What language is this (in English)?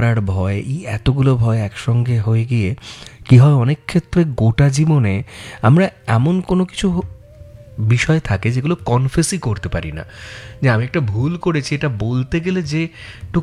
Bangla